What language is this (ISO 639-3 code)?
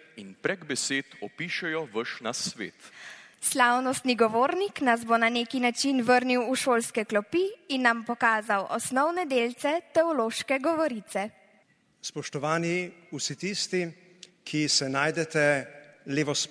slv